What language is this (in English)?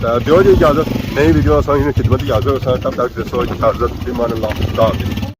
Pahari-Potwari